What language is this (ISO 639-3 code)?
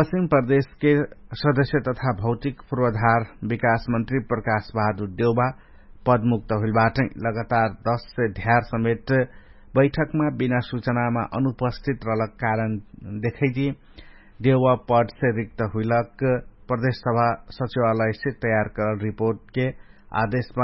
thl